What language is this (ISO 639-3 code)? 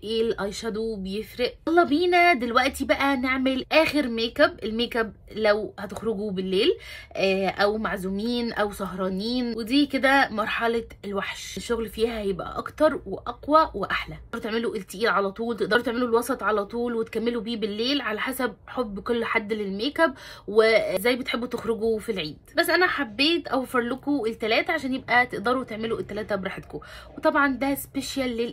arz